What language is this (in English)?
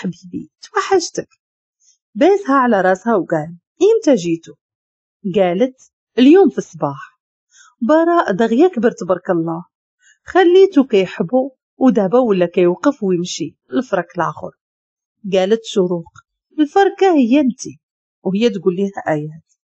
Moroccan Arabic